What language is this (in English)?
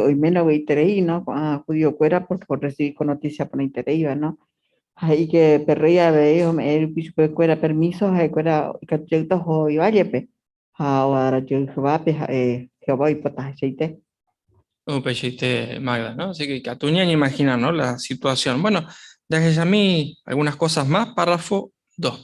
Guarani